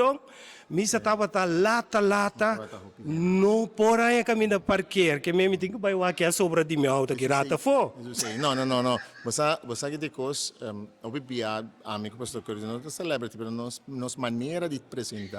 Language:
Papiamento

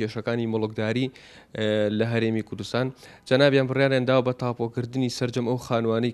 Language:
Central Kurdish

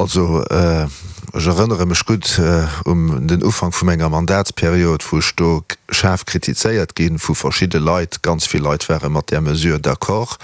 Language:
Luxembourgish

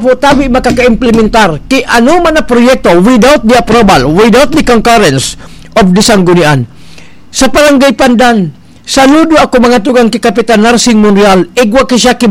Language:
Bikol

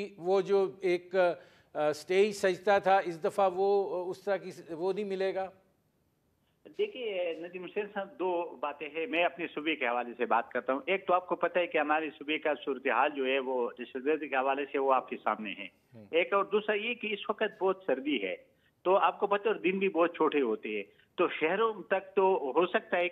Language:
Urdu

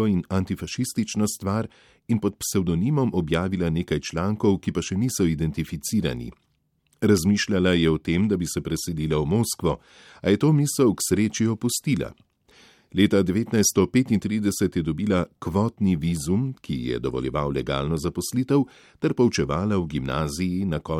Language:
Slovenian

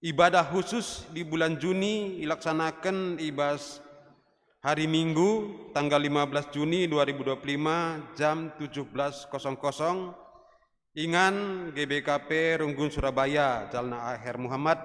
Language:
Batak Karo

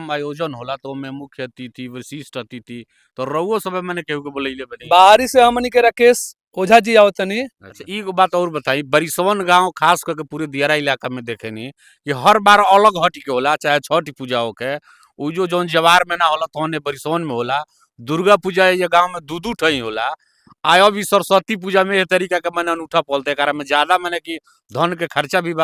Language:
Bhojpuri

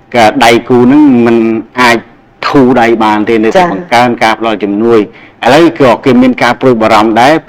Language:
Khmer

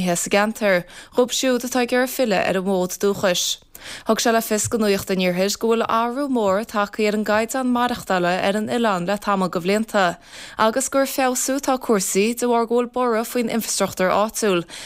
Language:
Irish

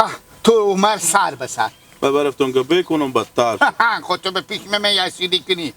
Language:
Hazaragi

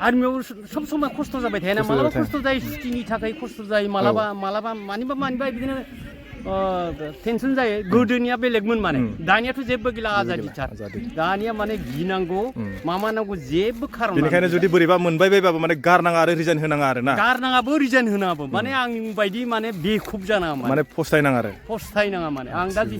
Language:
Bodo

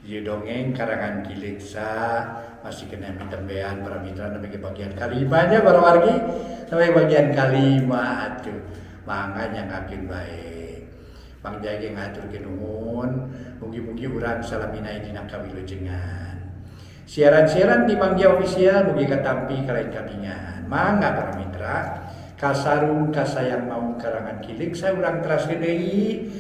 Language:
Sundanese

